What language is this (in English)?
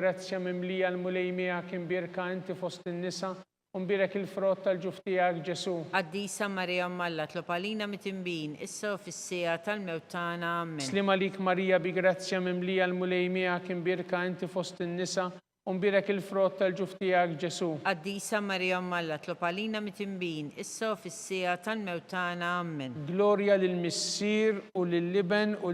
Maltese